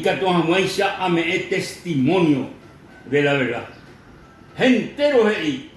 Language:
Guarani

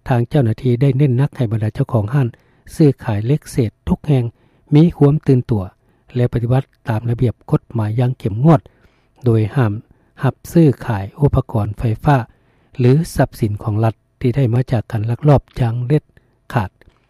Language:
Lao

